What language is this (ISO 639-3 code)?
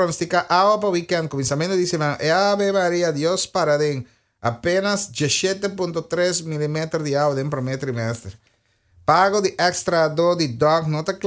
pap